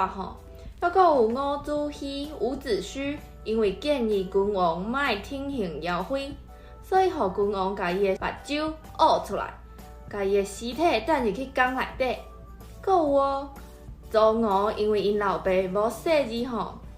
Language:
Min Nan Chinese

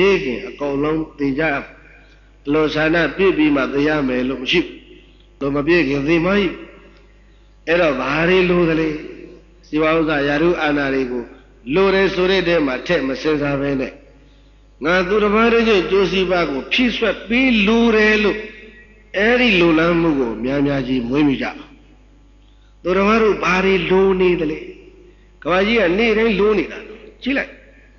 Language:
Burmese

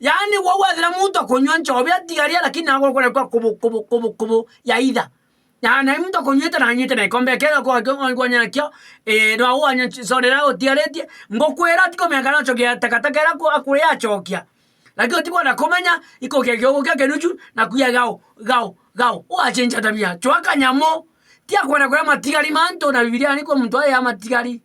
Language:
Meru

